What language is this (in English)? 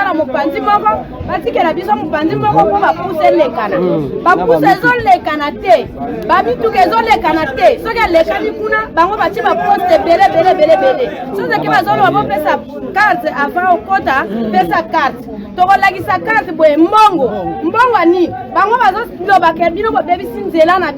Lingala